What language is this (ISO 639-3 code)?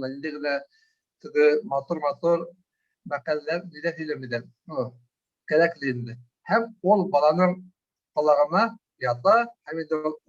bak